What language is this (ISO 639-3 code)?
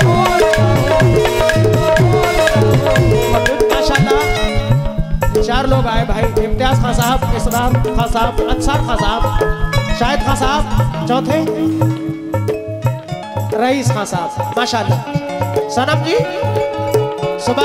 hin